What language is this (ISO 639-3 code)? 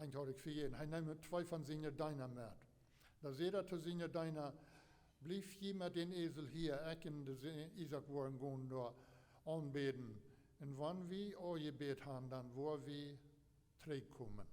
pdt